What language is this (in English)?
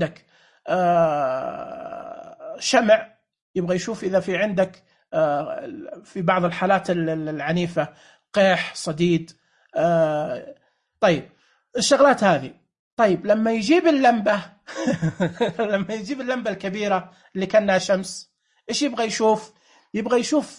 Najdi Arabic